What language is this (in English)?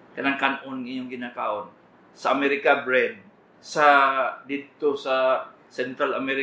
Cebuano